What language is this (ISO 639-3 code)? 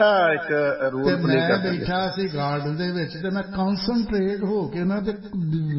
pan